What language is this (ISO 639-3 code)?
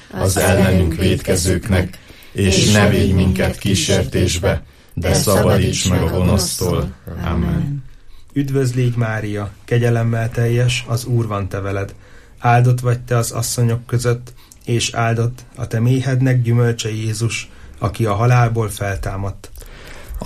hun